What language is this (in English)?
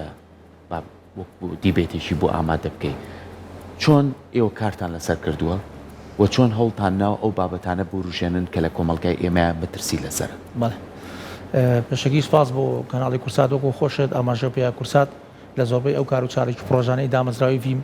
Central Kurdish